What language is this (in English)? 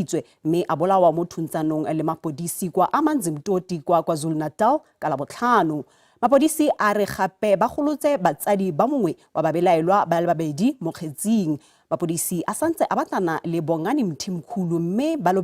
Tswana